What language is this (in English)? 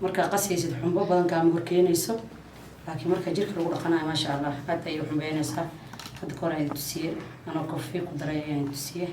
Somali